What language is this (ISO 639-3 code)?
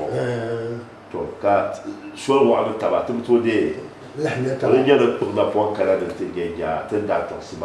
dag